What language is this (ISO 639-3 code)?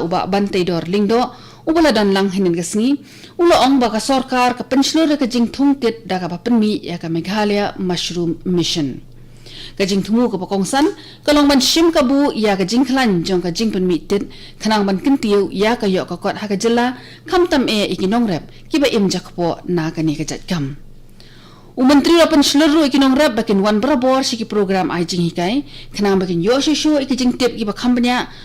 kha